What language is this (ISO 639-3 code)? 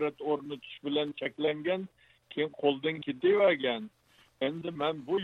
uig